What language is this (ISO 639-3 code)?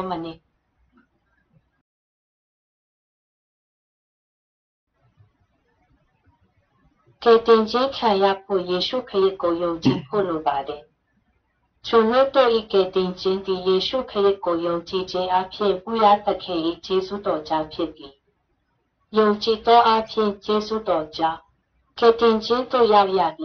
mya